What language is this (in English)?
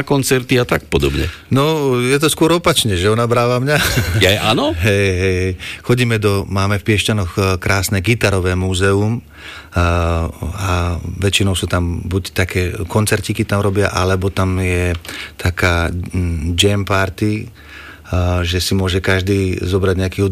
Slovak